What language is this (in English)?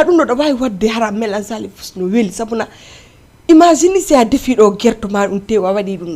Fula